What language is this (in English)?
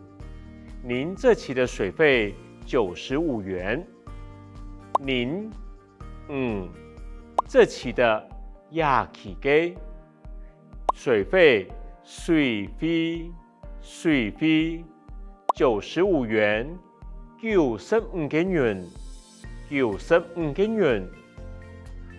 Hakka Chinese